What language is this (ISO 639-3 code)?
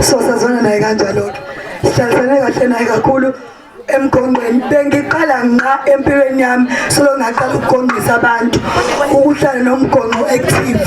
zul